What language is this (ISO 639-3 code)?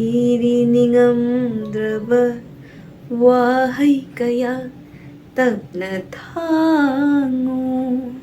mni